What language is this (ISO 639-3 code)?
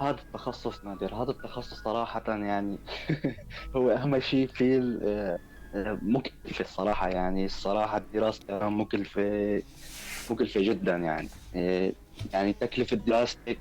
apc